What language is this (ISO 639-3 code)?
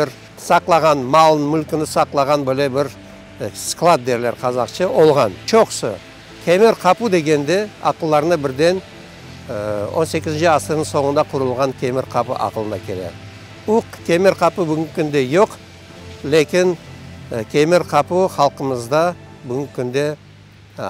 crh